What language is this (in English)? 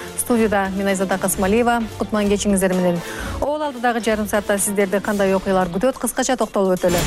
Kyrgyz